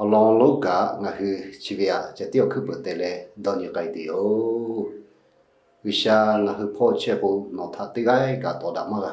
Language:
Lahu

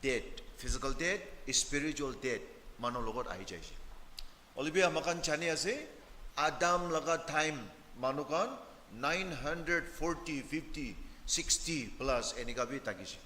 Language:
Naga Pidgin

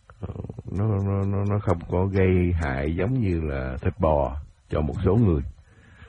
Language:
Vietnamese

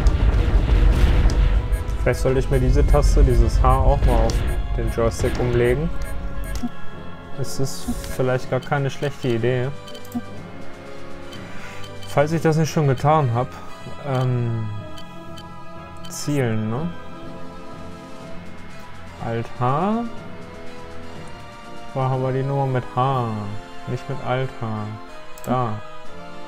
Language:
German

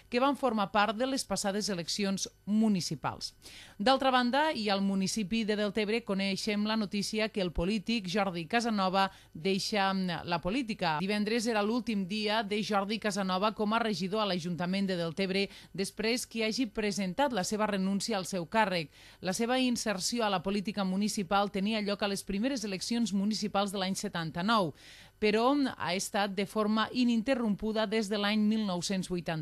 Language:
Catalan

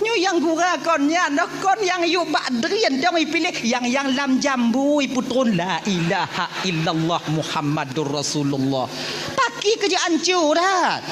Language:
Achinese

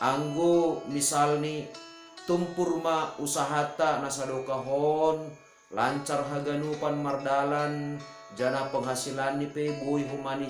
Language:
Batak Simalungun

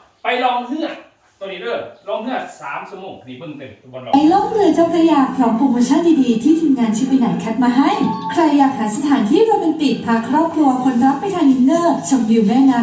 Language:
Lao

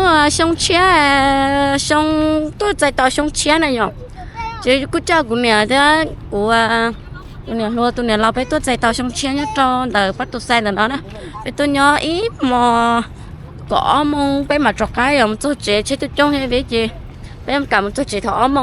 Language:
Hmong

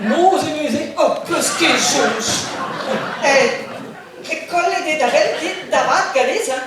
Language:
Breton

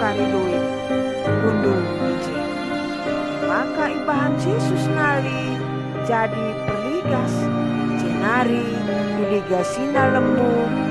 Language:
Batak Karo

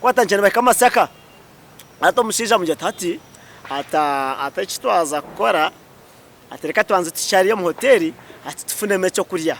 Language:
Nyankole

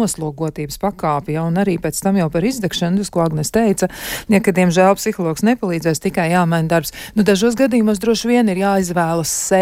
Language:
Latvian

